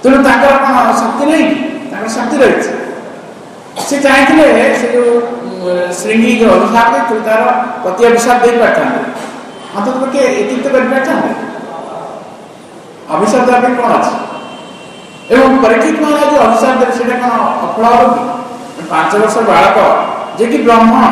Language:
Odia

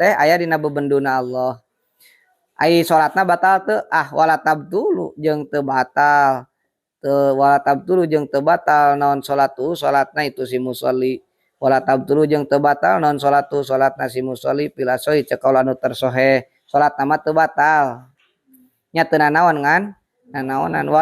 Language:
Sundanese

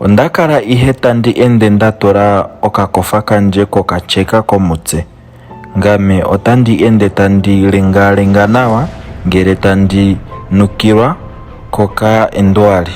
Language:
Ndonga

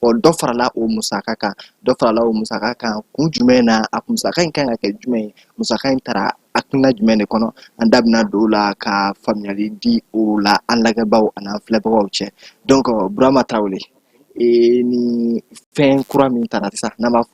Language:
Bambara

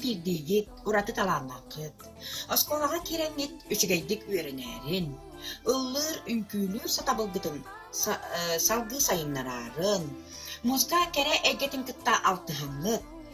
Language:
Yakut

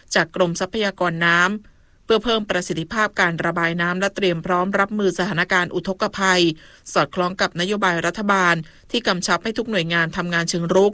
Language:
Thai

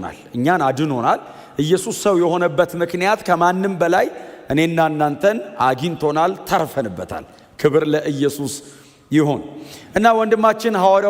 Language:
Amharic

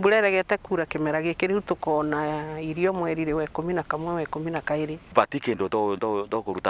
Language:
Meru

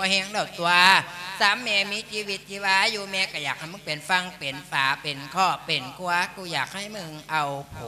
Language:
Lao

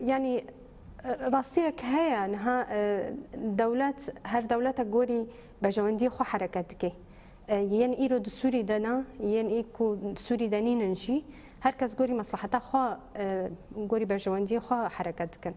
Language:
Kurdish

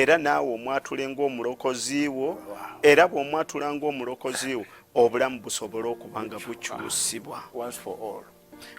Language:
Ganda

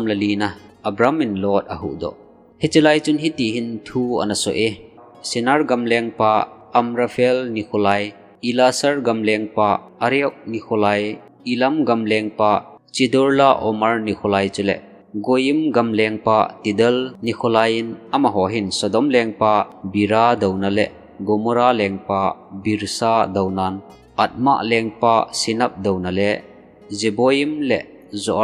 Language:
Thado Chin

